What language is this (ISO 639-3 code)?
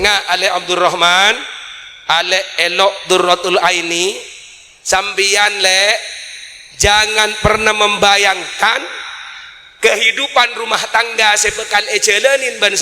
mad